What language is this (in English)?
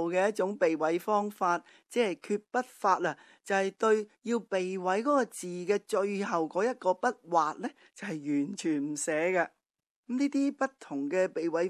Cantonese